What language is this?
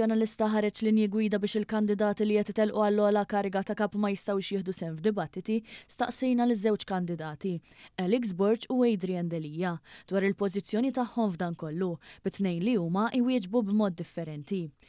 Maltese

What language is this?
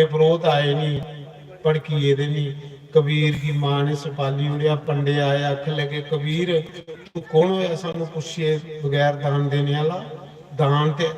Dogri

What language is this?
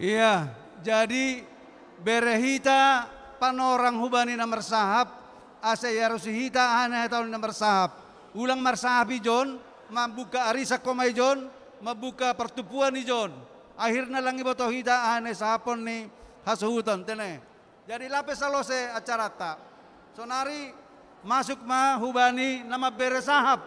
Batak Simalungun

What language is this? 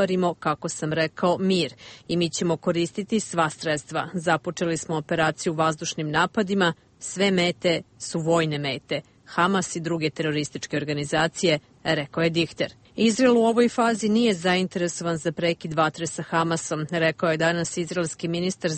Bosnian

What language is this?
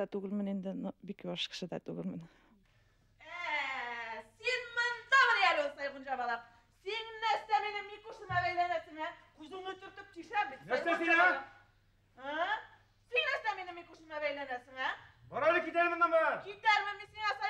Bashkir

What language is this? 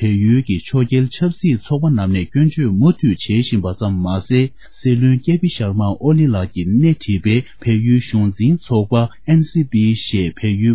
Tibetan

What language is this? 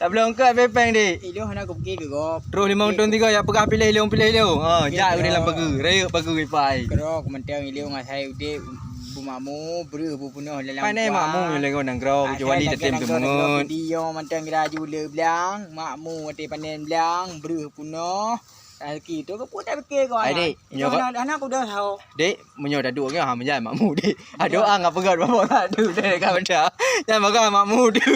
Achinese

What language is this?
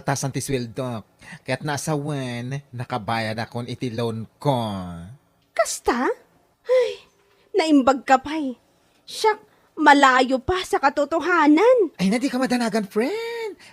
Iloko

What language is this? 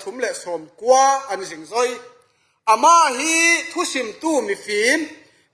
Falam Chin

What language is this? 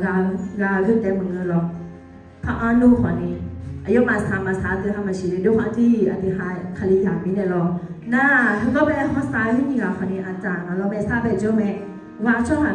Akha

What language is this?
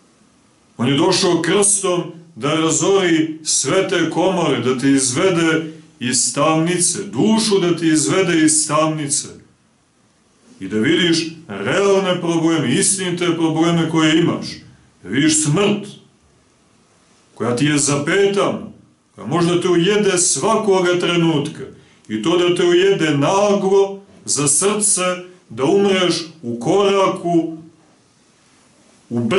Serbian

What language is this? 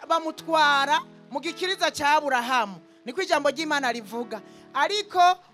Rundi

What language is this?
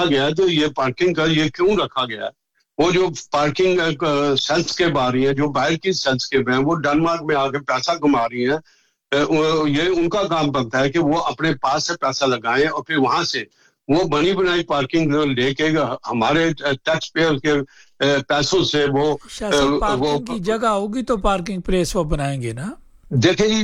Urdu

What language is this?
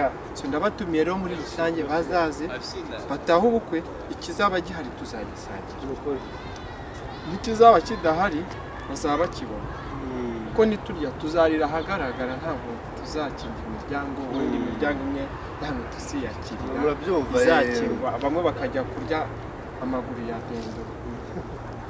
Kinyarwanda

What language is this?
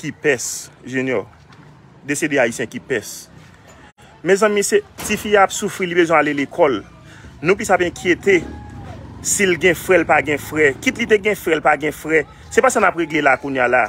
Haitian Creole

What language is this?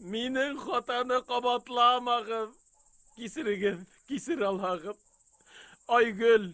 Bashkir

